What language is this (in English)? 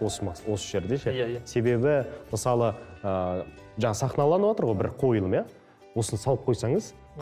Kazakh